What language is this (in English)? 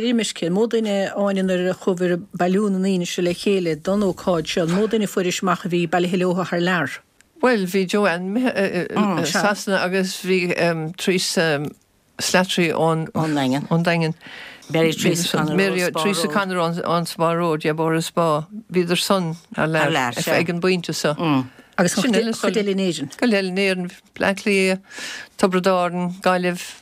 Irish